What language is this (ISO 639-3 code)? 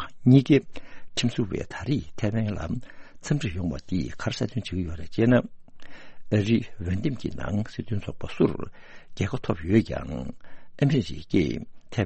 bod